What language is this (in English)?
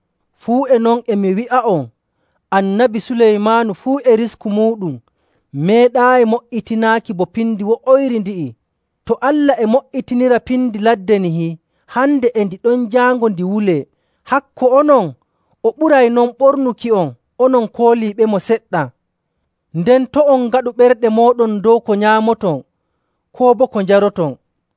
Nigerian Fulfulde